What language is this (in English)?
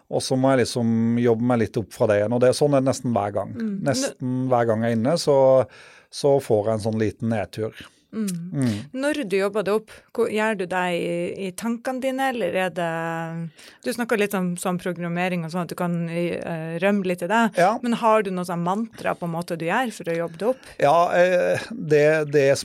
Norwegian